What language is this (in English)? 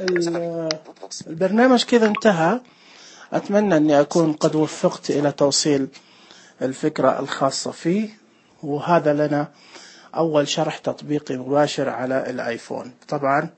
Najdi Arabic